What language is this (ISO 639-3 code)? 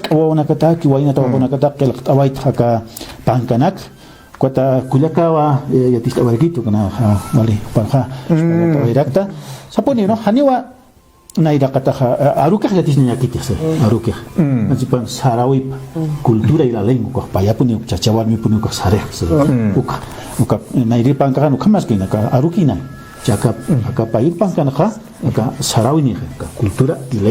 aym